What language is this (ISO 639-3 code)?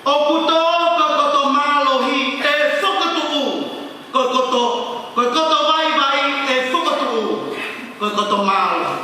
ton